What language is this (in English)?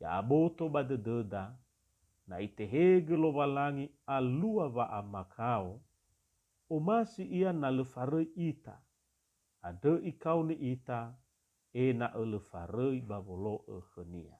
Nias